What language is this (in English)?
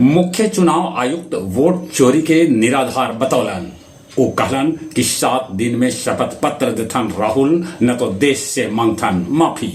Magahi